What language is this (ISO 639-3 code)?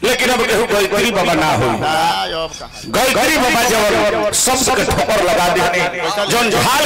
bho